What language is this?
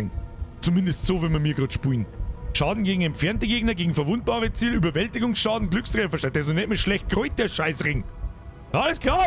Bavarian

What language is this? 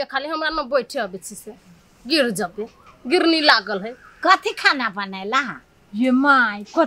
Maithili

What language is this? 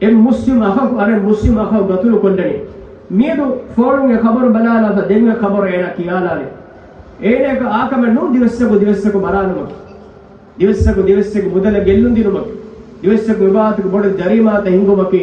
Divehi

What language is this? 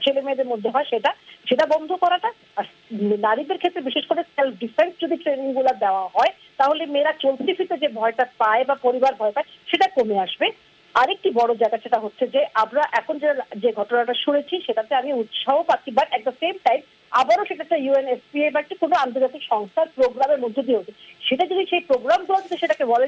Bangla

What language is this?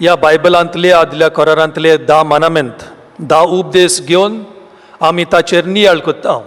Konkani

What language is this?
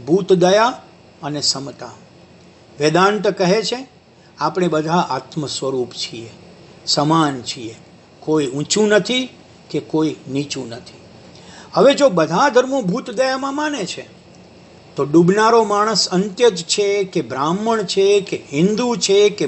Gujarati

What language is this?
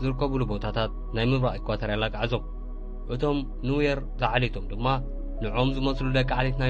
Tigrinya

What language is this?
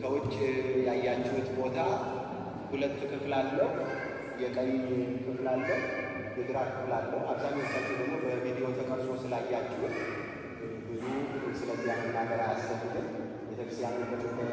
Amharic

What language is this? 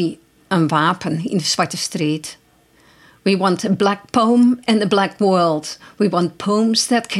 Western Frisian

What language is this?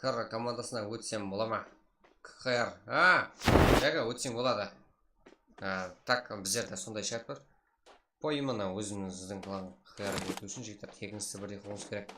Kara-Kalpak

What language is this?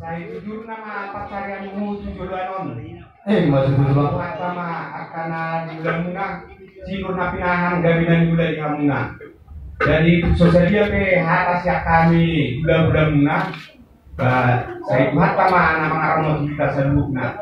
Batak Toba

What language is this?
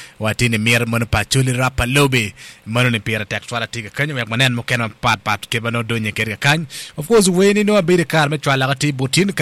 Acoli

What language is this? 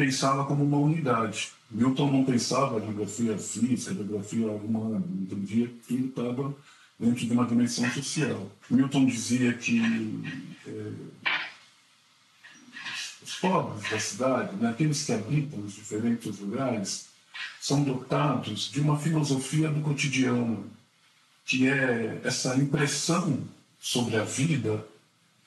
Portuguese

